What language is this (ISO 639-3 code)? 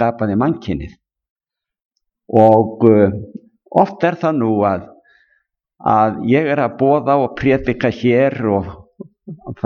isl